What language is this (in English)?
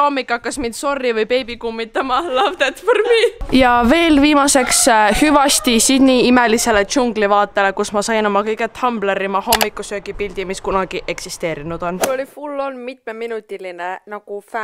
Estonian